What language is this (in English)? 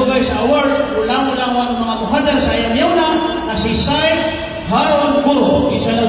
Maranao